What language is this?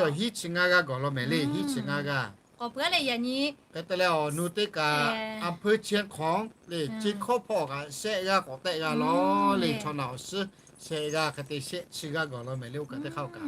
Lahu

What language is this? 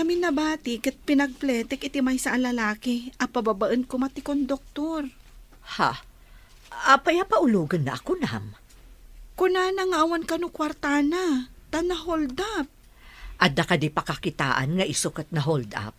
Iloko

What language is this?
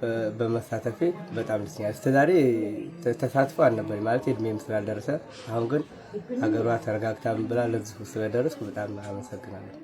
Amharic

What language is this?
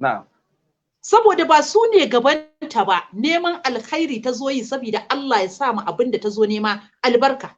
Hausa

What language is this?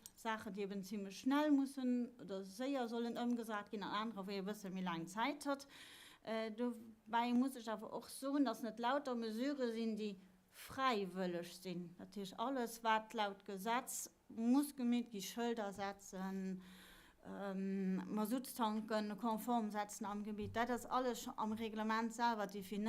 Luxembourgish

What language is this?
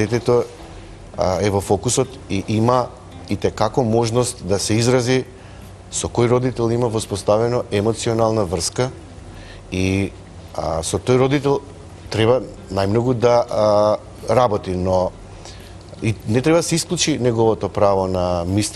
Macedonian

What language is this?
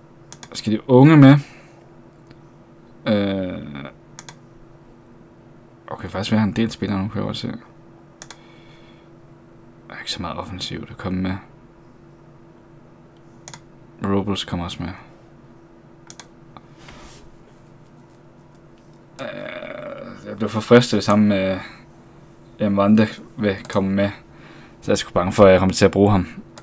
Danish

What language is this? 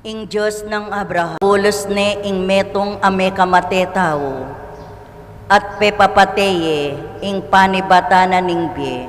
Pampanga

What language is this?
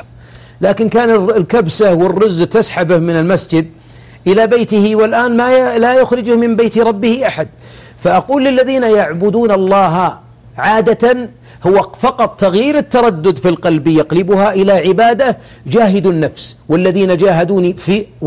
Arabic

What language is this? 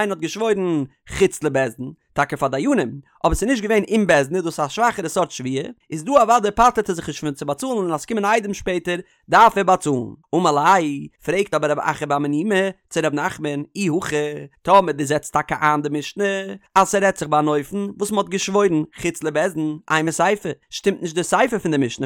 Yiddish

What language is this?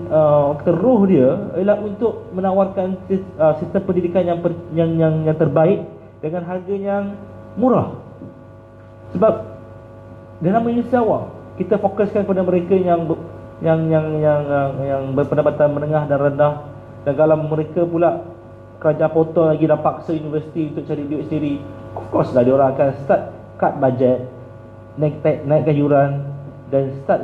Malay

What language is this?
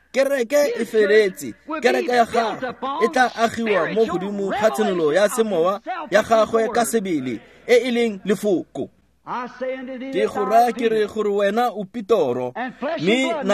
Tswana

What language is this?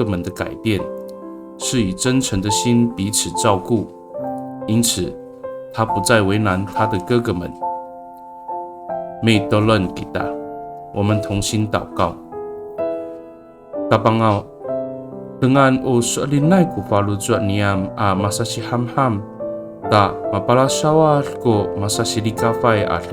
Amis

